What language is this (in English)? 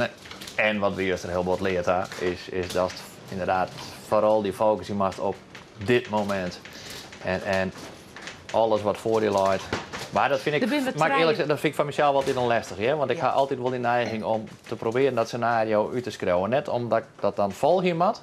Western Frisian